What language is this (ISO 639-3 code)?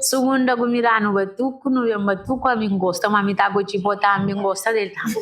kea